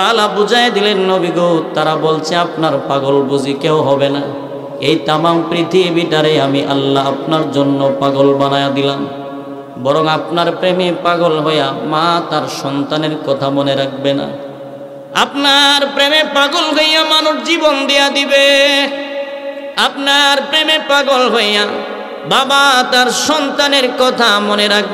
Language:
Bangla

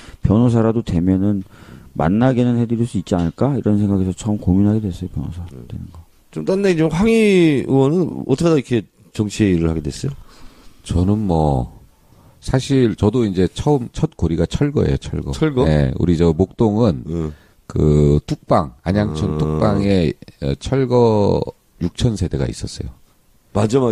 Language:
Korean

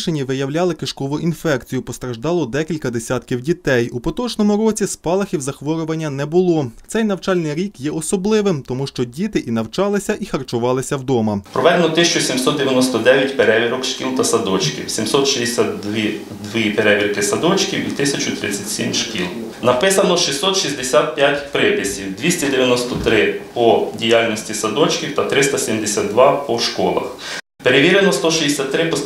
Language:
Ukrainian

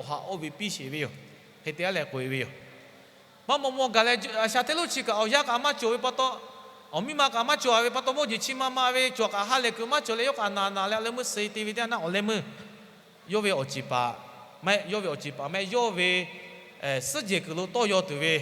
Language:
Lahu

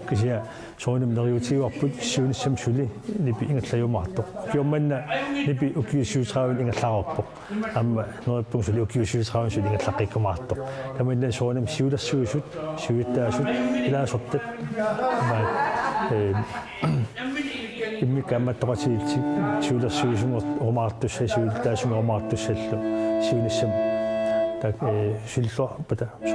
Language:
Kalaallisut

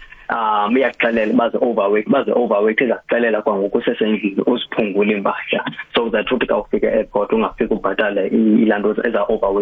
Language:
South Ndebele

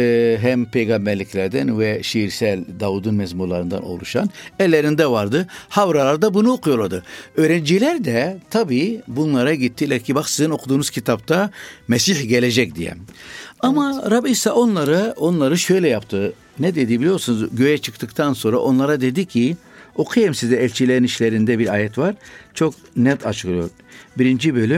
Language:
Turkish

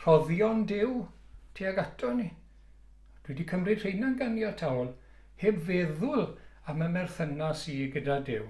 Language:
Welsh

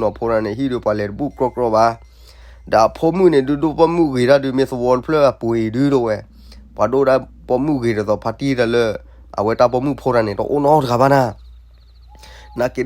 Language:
S'gaw Karen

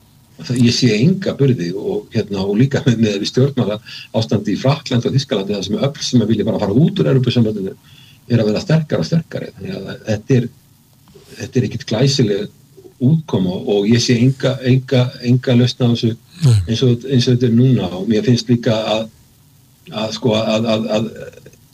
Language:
Icelandic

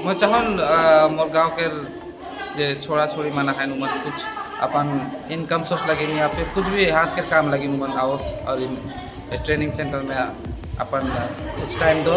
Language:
Sadri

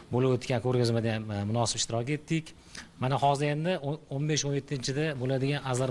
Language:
Uzbek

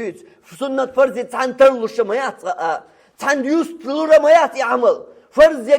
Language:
Chechen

